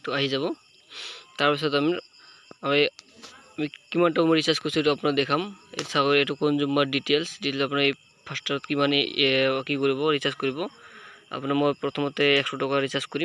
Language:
Assamese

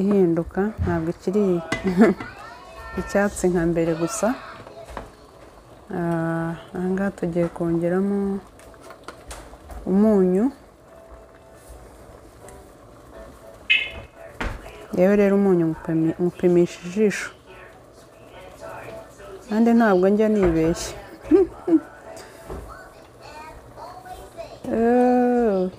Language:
Kinyarwanda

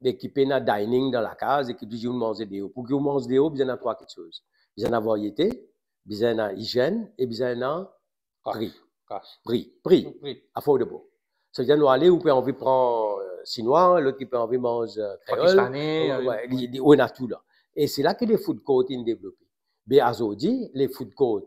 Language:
Morisyen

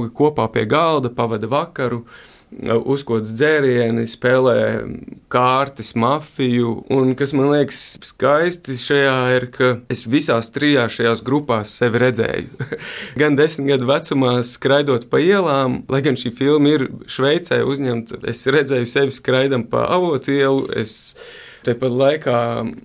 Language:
Latvian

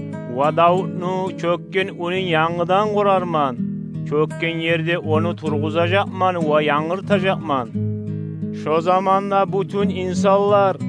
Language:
Kumyk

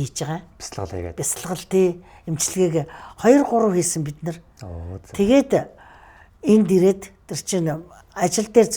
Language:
Mongolian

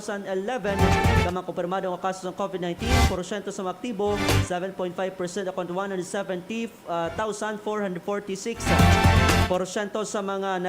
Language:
Hiligaynon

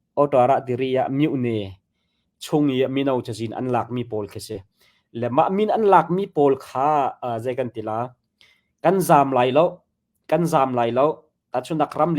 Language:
Hakha Chin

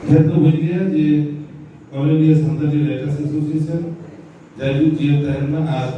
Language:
Santali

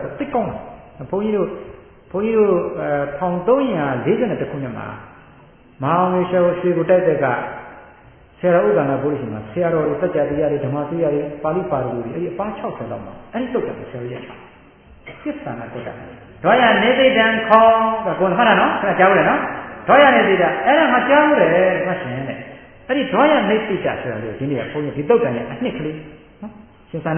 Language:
Burmese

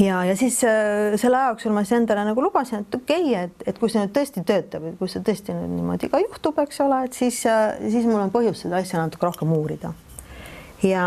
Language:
Estonian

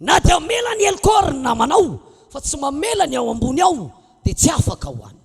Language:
Malagasy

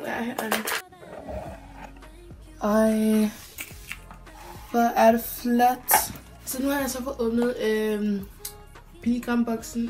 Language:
Danish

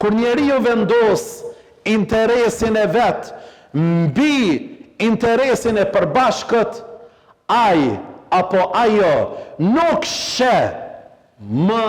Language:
Albanian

